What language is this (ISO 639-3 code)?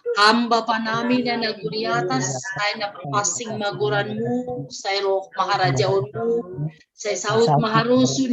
bts